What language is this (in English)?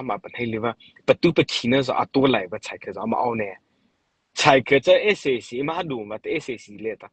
Mara Chin